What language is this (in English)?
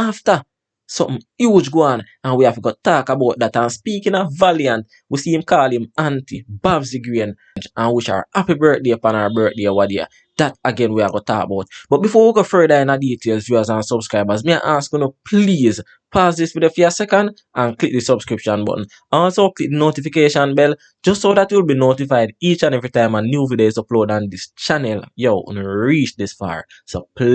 Jamaican Creole English